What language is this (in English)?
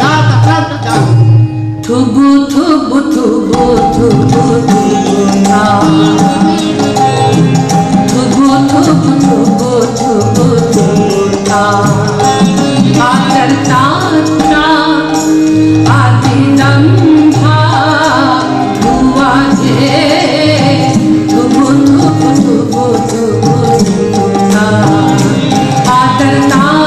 Bangla